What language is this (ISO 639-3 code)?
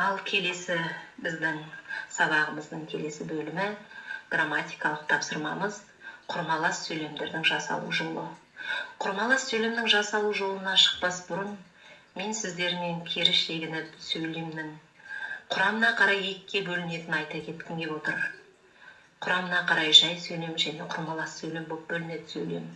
kaz